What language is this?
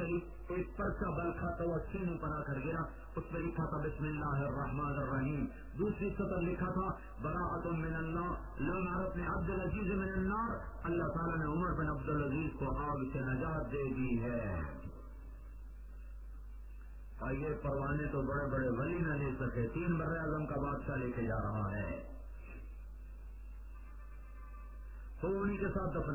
Urdu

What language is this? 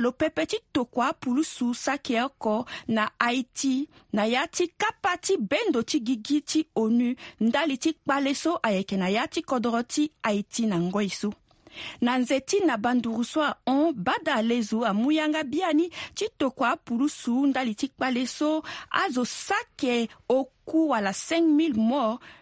Sango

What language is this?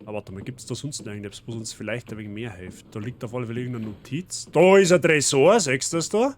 Bavarian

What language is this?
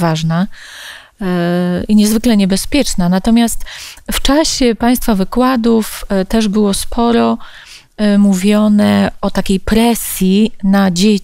Polish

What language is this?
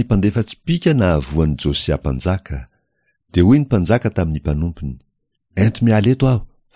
Malagasy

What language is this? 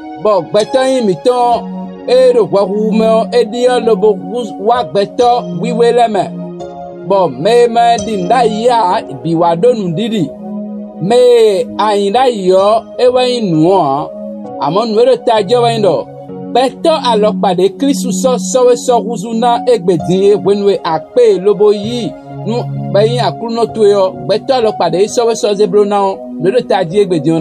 Fon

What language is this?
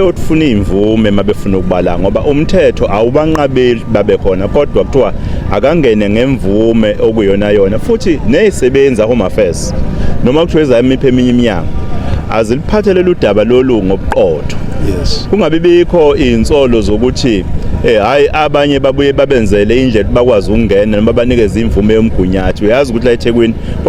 Zulu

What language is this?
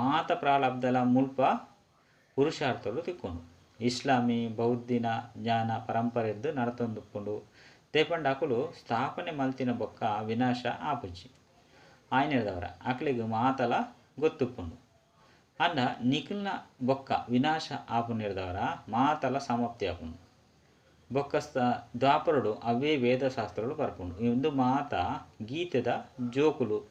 Tulu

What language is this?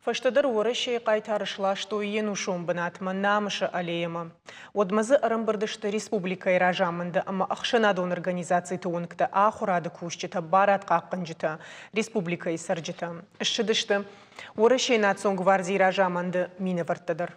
Ossetic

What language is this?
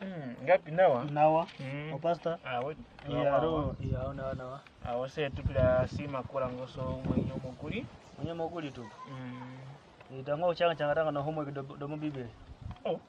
Kwangali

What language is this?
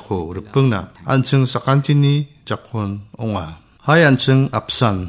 Garo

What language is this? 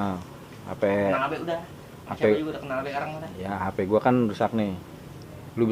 Betawi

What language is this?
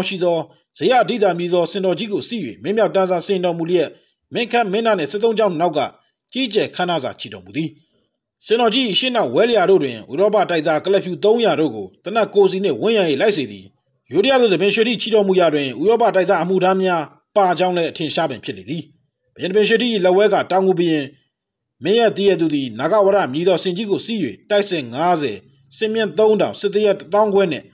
Burmese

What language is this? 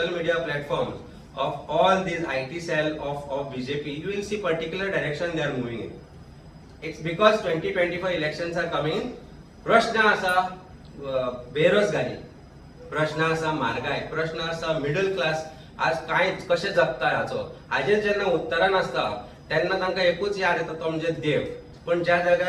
Konkani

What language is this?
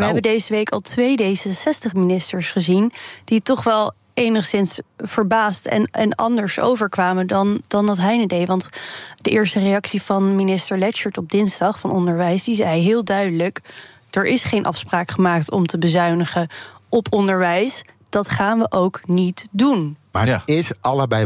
Dutch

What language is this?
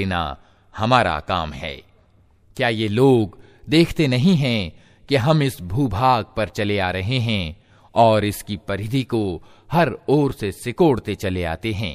Hindi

